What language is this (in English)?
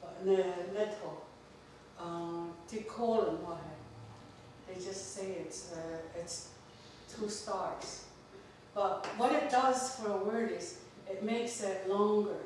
Mohawk